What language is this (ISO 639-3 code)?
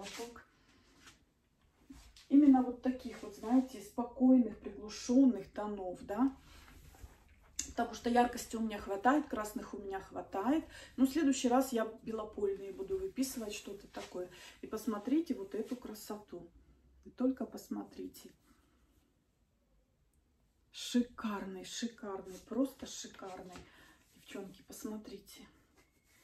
rus